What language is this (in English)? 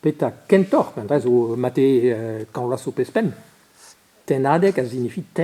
Breton